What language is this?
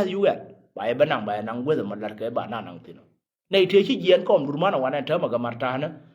Nuer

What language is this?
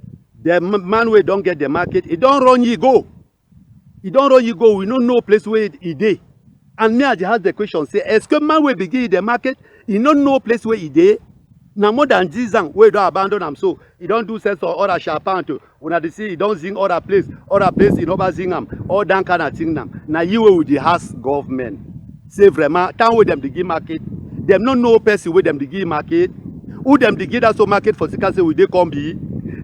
Cameroon Pidgin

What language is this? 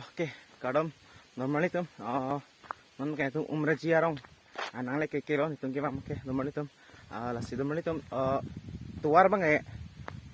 Karbi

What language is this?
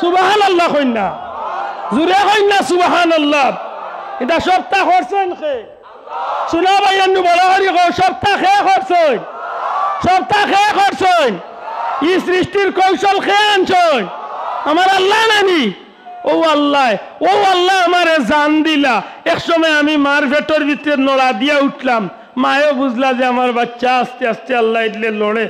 Sylheti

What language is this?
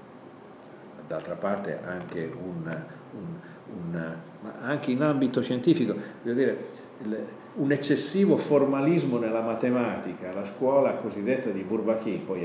Italian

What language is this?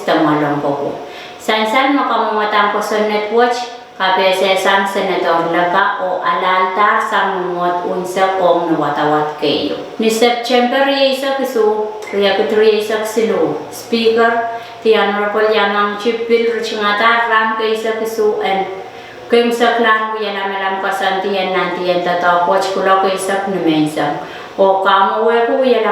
Pohnpeian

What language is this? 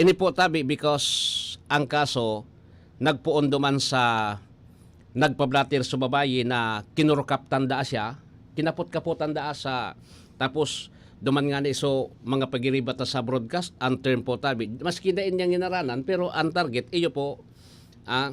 Bikol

